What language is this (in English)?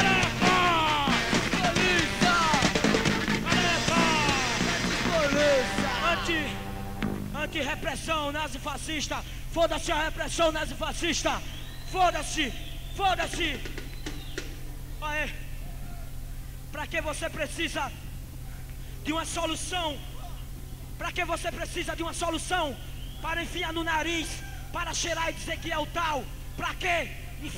Portuguese